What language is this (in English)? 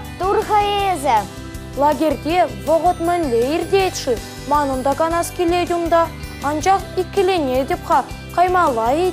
Chuvash